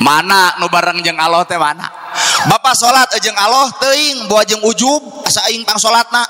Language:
Sundanese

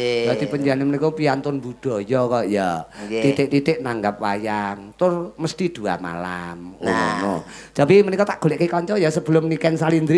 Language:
Javanese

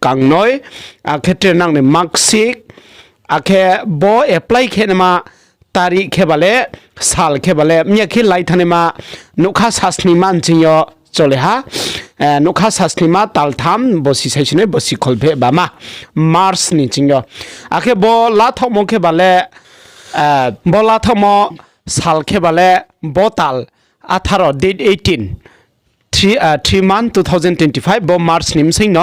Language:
Riang (India)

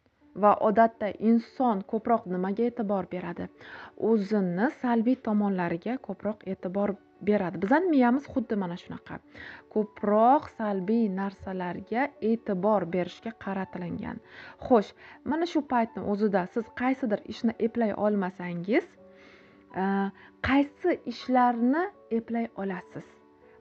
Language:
Uzbek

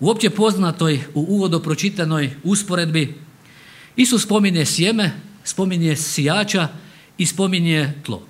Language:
Croatian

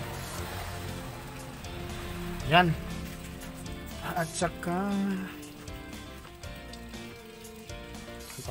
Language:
Filipino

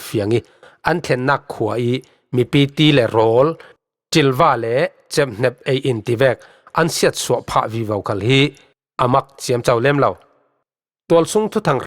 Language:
Falam Chin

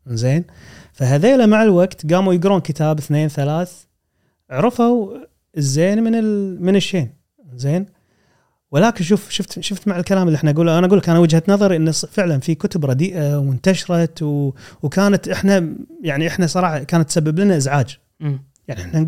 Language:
Gulf Arabic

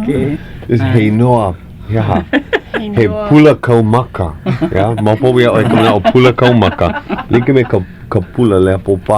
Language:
Hawaiian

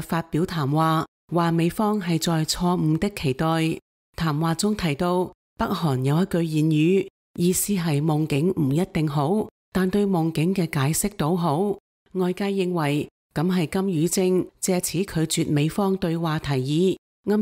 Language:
Cantonese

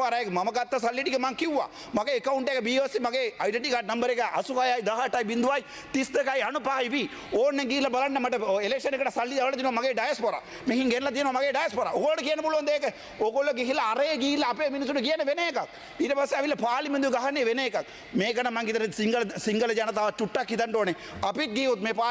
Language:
Sinhala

